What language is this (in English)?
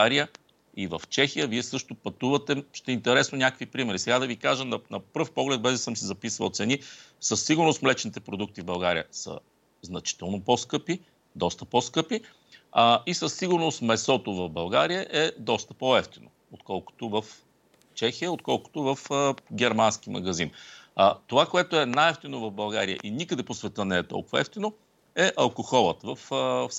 Bulgarian